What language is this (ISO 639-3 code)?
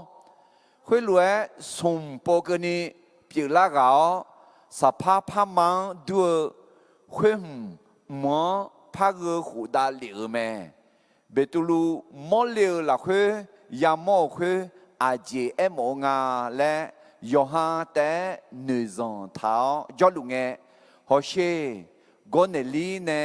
ahk